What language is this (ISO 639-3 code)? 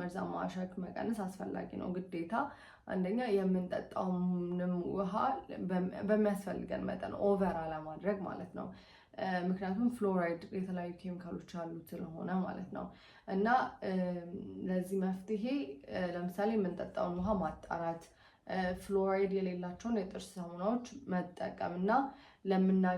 amh